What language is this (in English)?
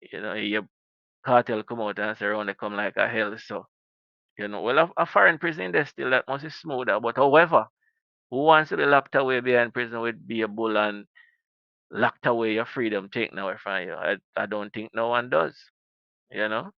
Jamaican Creole English